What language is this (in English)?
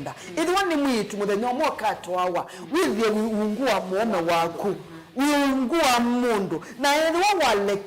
Kamba